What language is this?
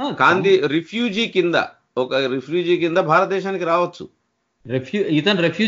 Telugu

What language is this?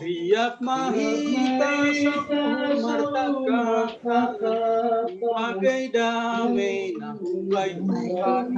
Batak Simalungun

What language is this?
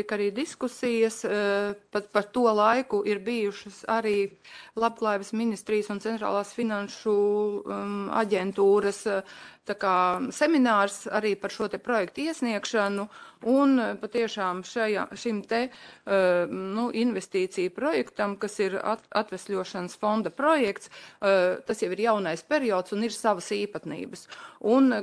Latvian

